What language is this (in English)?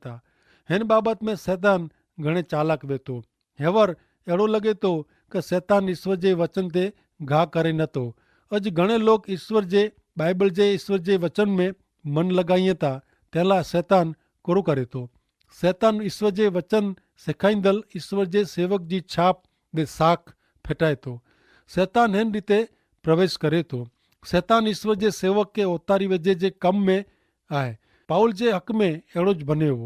Kachhi